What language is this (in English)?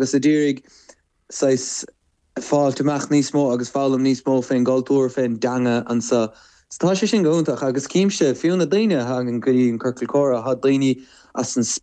Irish